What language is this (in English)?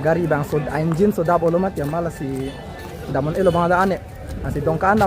Karbi